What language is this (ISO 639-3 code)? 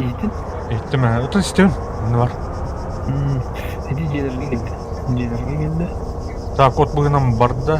sah